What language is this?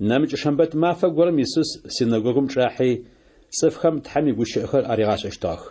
Adyghe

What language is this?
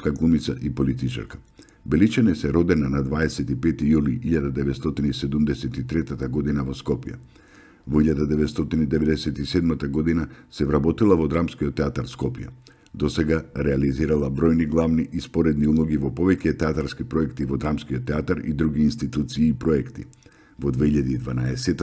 Macedonian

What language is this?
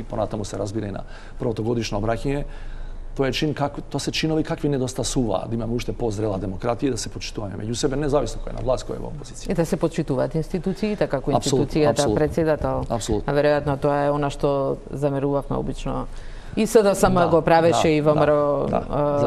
Macedonian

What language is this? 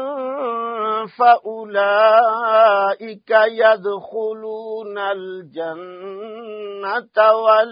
Arabic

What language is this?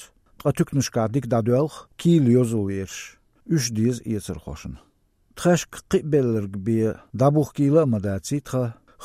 Chechen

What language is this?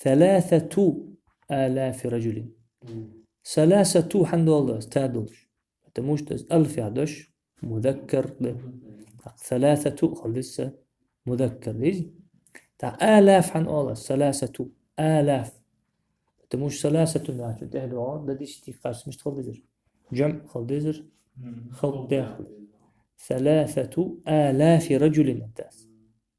Ingush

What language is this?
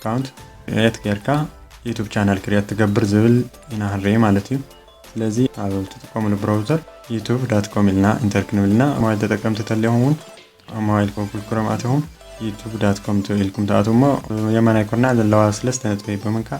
Tigrinya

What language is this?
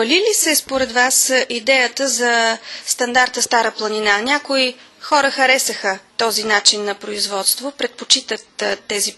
Bulgarian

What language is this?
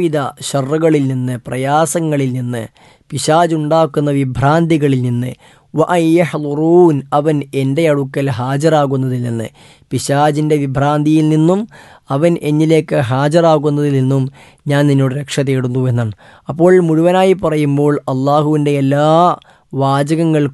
Malayalam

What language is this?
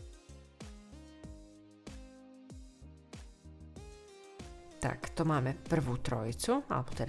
Slovak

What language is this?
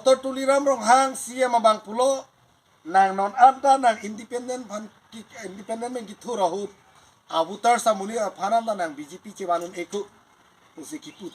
Karbi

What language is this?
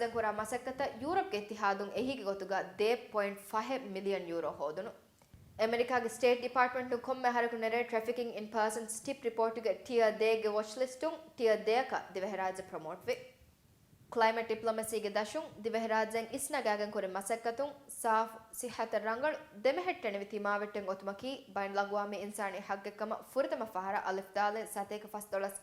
Divehi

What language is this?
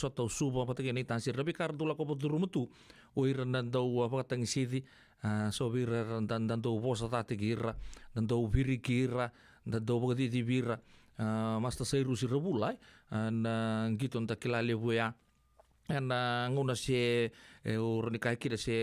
Fijian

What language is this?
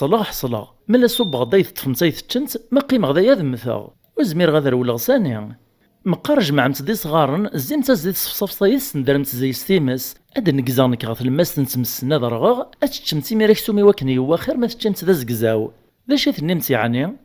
Kabyle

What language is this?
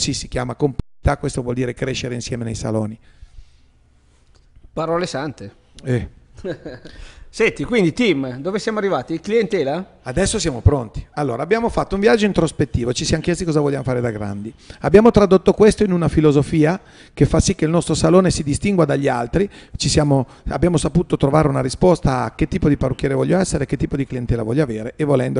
Italian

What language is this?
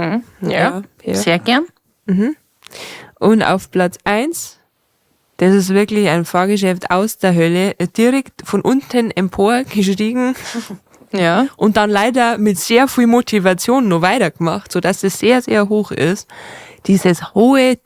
Bavarian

